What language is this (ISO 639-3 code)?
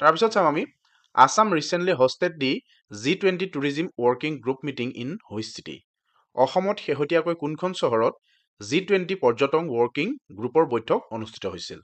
asm